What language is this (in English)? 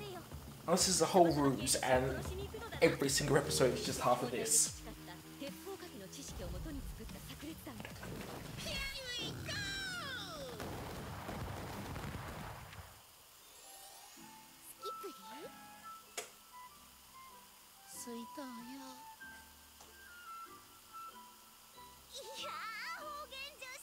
Japanese